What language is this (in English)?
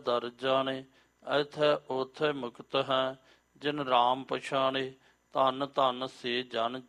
Punjabi